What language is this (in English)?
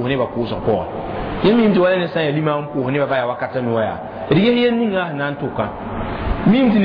Mossi